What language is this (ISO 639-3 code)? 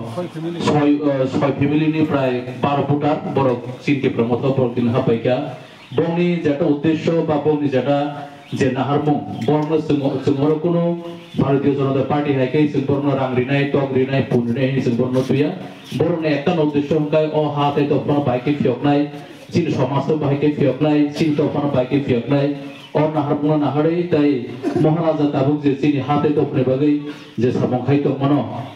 trp